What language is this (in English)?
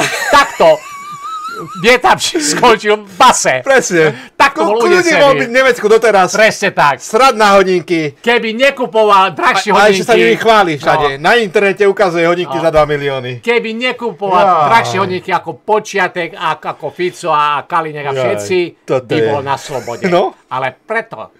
Slovak